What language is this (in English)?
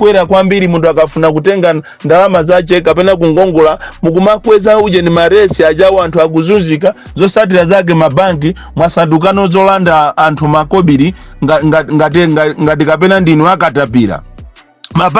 Nyanja